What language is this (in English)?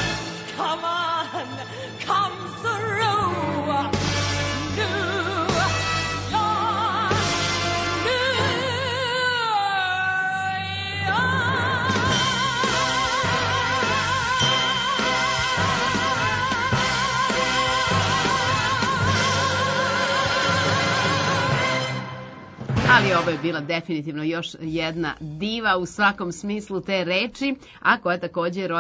Serbian